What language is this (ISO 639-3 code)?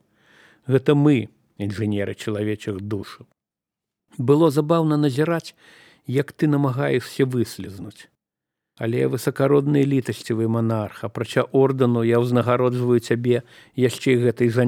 bel